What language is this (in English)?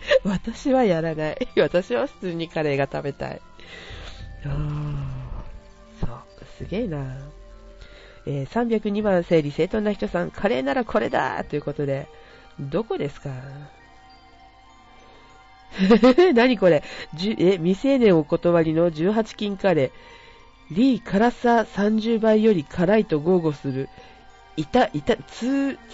Japanese